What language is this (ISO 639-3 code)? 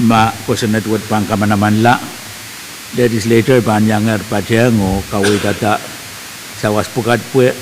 pon